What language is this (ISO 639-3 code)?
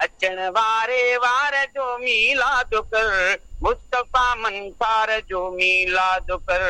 snd